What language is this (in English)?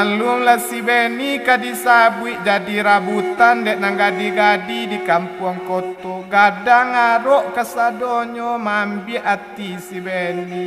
Minangkabau